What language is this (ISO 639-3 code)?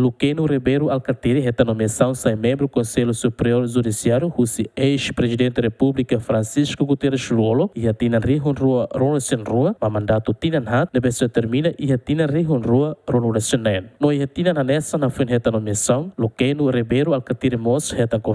tet